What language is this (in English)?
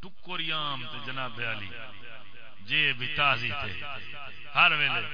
Saraiki